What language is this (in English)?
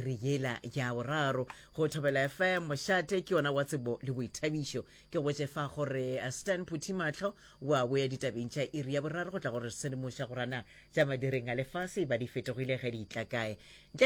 Northern Sotho